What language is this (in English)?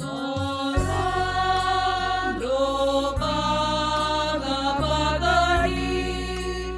Batak Simalungun